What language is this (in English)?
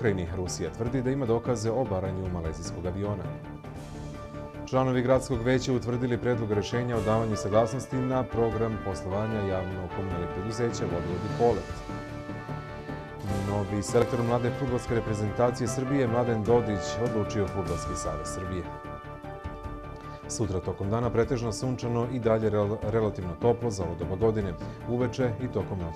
Serbian